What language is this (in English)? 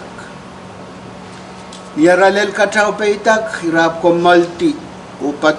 Pohnpeian